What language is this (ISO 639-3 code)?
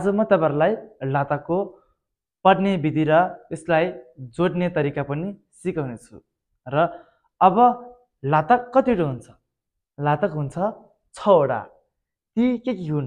nep